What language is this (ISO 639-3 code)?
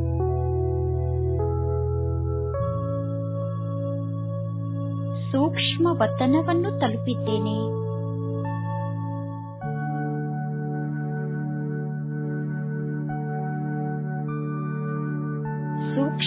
kan